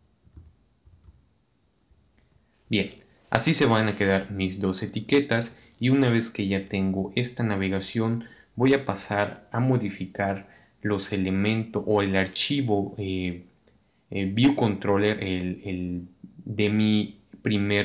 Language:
Spanish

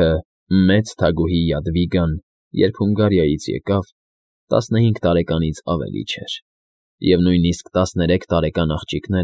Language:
Armenian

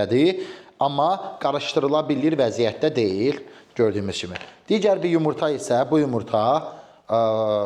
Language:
Azerbaijani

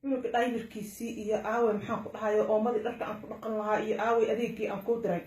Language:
Somali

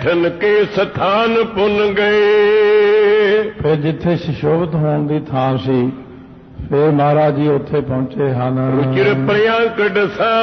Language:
Punjabi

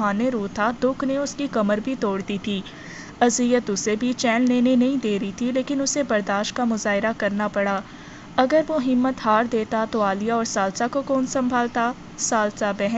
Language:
Urdu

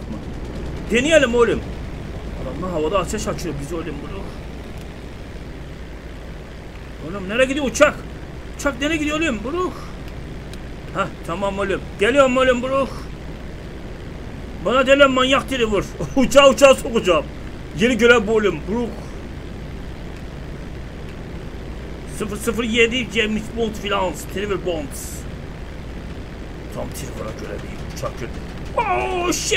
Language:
Turkish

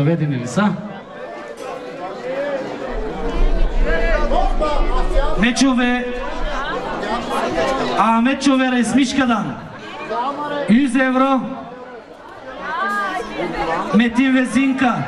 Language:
Bulgarian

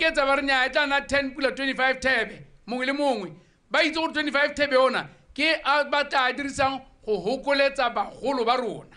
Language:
Tswana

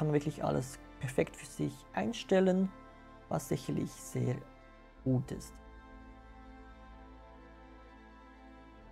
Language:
German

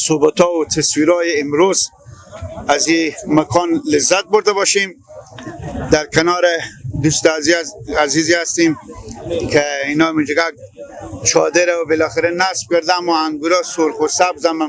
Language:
Persian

